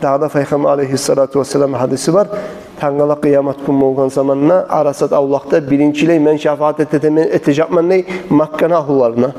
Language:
Kumyk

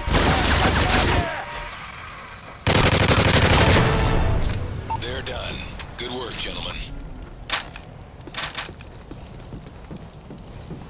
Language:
English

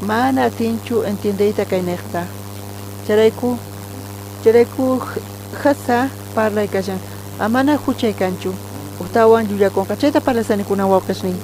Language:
South Bolivian Quechua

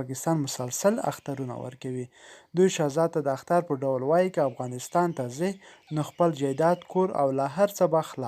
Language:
Pashto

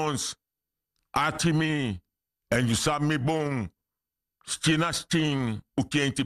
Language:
Sranan Tongo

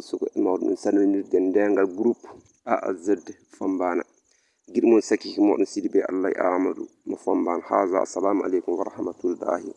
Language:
Fula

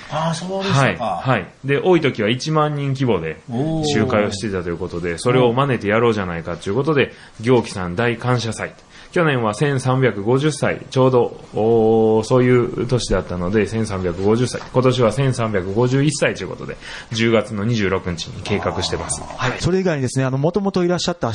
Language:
Japanese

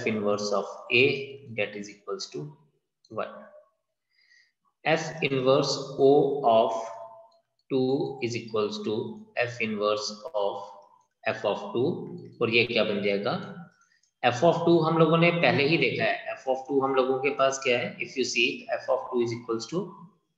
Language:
Hindi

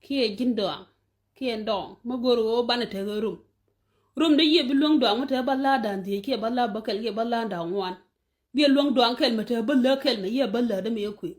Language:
Nuer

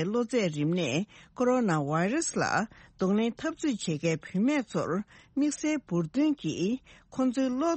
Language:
Tibetan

